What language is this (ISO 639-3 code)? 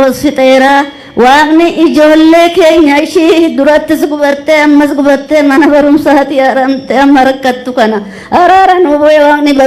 orm